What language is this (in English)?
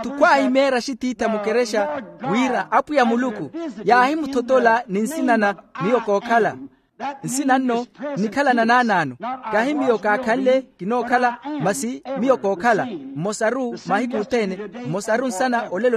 Makhuwa